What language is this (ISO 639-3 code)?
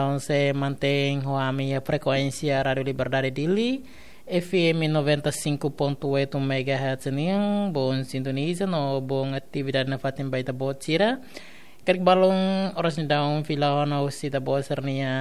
tet